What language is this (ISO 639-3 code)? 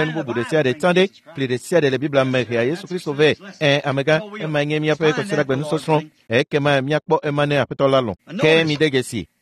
ewe